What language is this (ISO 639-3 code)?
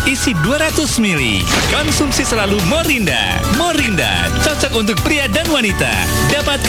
ind